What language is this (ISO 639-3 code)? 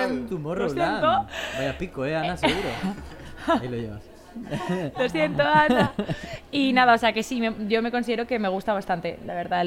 spa